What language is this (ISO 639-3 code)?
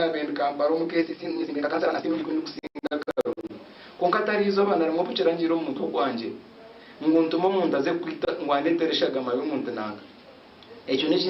nyn